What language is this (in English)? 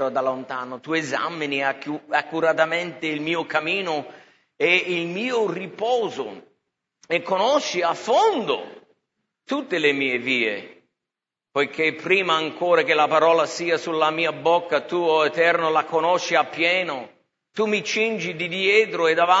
Italian